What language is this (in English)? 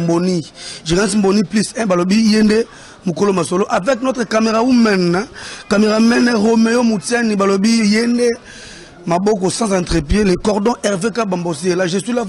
Lingala